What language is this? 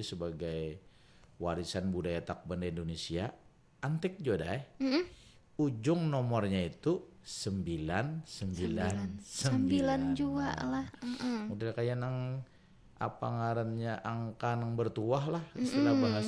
Banjar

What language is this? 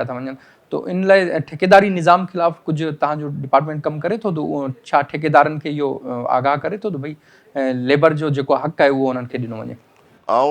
Sindhi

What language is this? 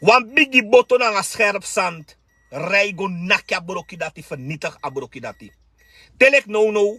Sranan Tongo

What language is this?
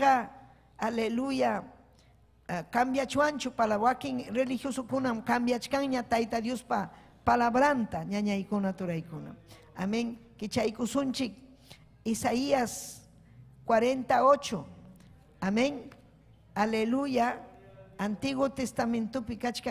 Ayacucho Quechua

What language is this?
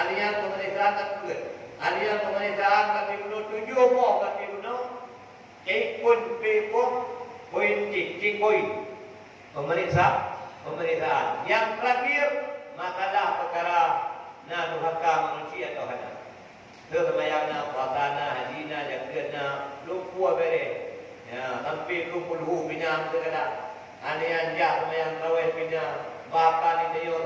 Achinese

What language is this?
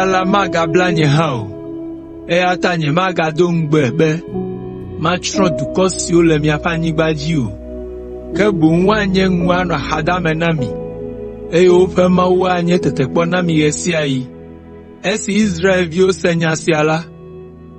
Ewe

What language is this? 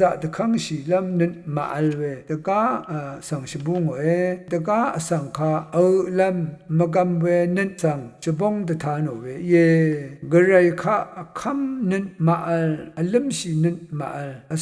Rawang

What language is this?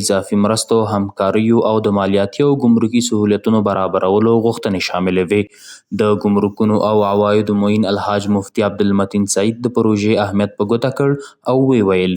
Pashto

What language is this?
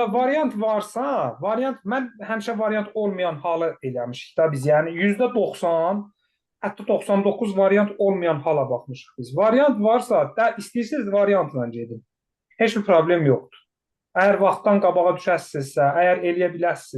Azerbaijani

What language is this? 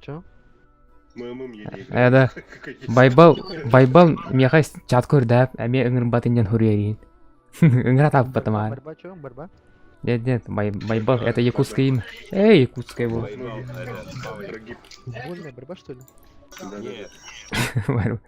Yakut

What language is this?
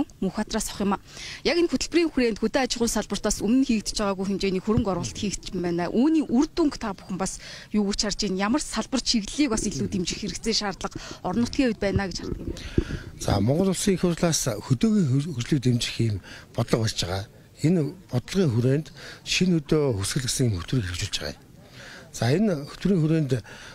Mongolian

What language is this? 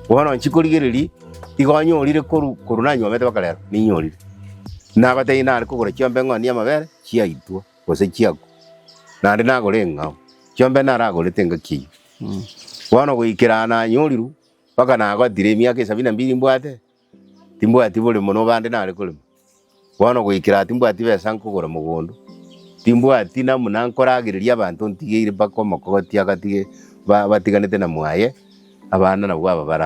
Gusii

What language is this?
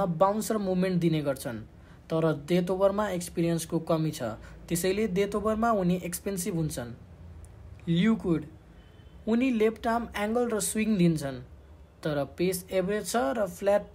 Nepali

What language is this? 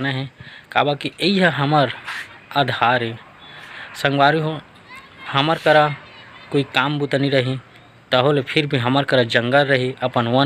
Chhattisgarhi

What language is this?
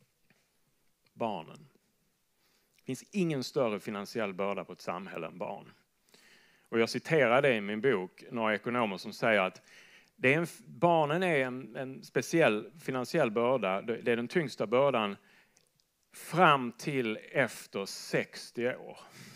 Swedish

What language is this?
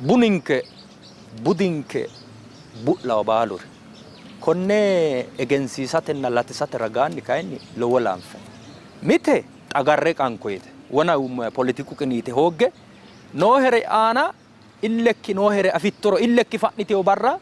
Sidamo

